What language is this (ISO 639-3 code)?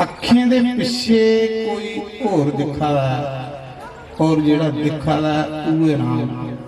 doi